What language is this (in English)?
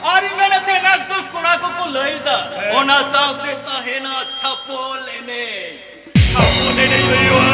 Santali